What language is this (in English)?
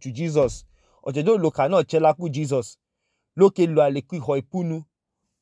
Idoma